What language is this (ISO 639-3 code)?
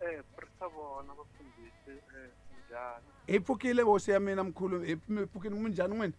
tso